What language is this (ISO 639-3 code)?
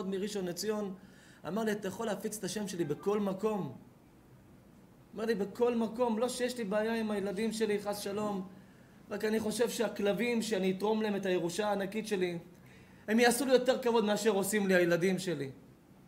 heb